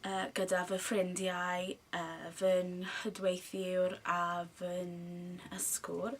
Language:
Welsh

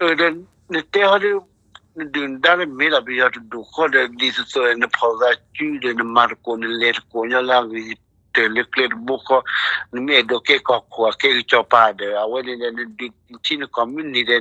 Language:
S'gaw Karen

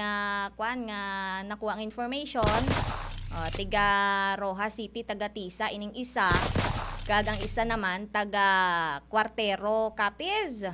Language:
Hiligaynon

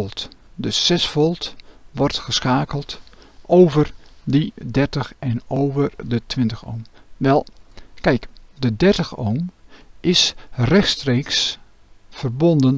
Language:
Dutch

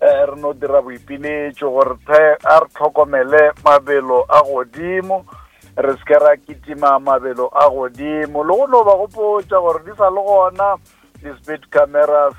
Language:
Northern Sotho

